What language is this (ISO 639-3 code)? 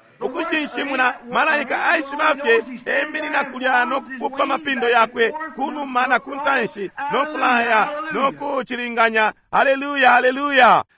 bem